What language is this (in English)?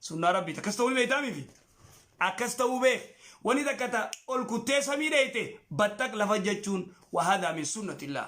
Oromo